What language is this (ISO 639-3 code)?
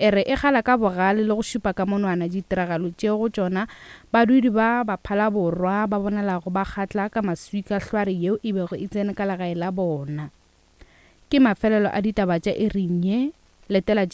nso